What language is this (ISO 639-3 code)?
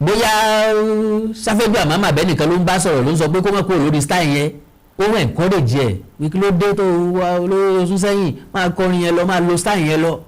yor